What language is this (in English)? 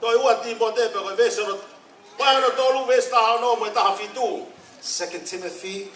Tongan